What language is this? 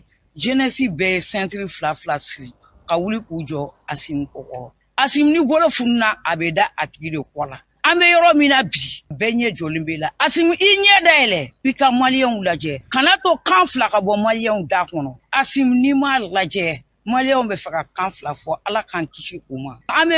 Bambara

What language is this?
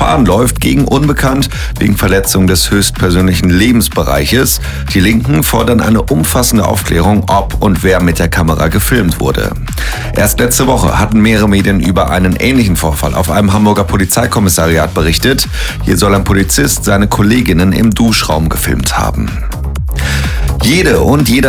German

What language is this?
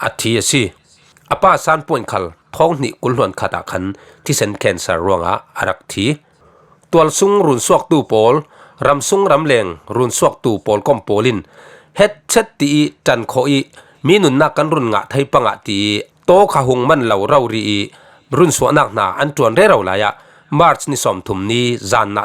Falam Chin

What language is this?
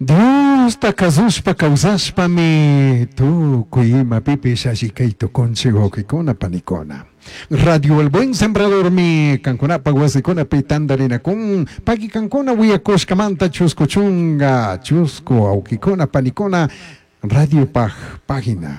Chimborazo Highland Quichua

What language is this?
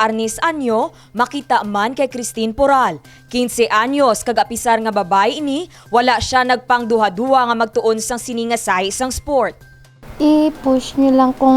Hiligaynon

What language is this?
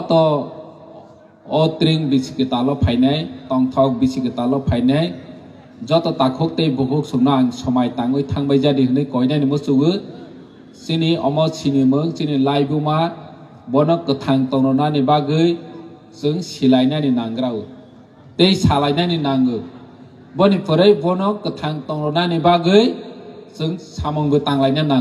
Kok Borok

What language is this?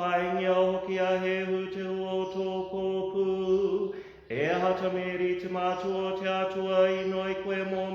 Māori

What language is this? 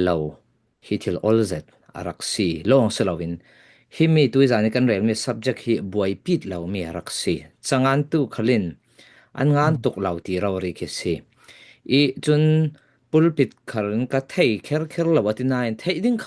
Falam Chin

